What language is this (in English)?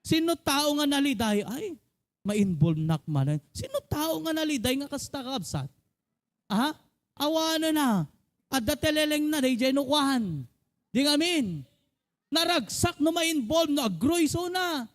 Iloko